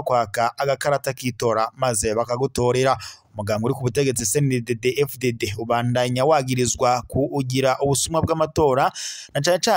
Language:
Rundi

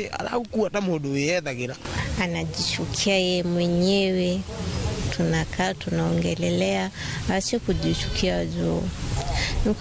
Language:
Kikuyu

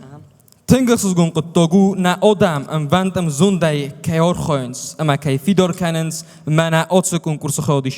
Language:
Ossetic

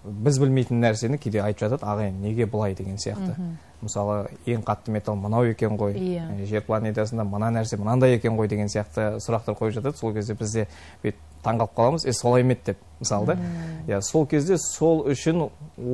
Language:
Kazakh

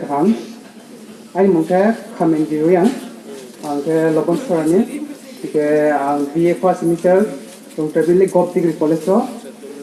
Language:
Riang (India)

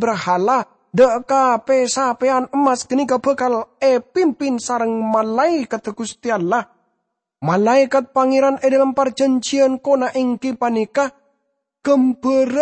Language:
Madurese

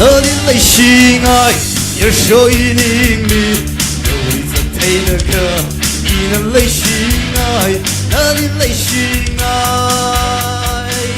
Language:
Tangkhul Naga (India)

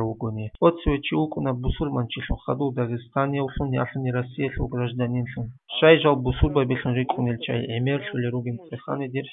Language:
Avaric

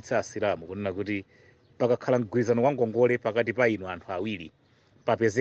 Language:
Nyanja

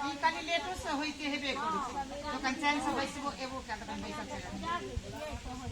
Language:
Maithili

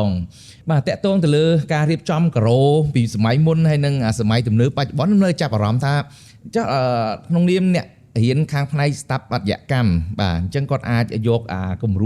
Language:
Khmer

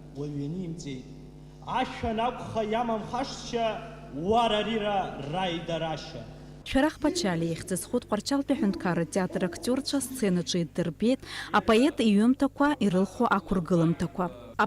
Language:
Abkhazian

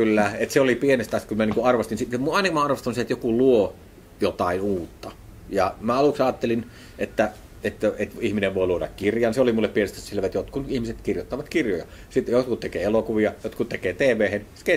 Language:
Finnish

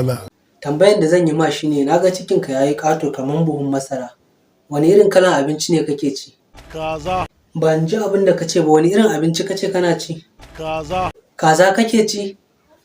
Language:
Hausa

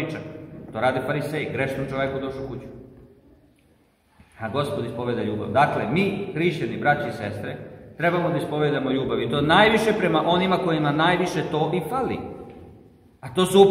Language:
Serbian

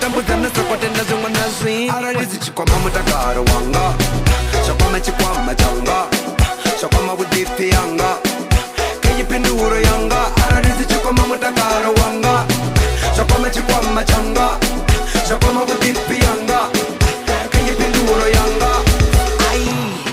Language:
Venda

